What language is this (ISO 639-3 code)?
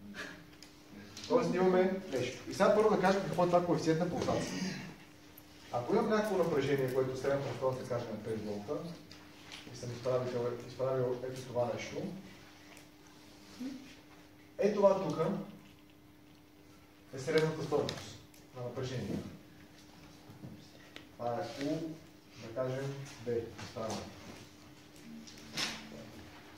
bul